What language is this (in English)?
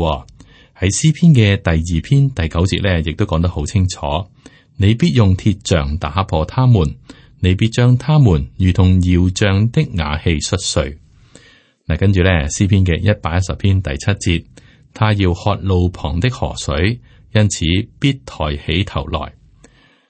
Cantonese